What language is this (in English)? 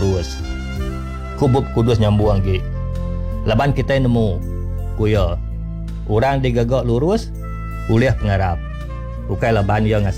Iban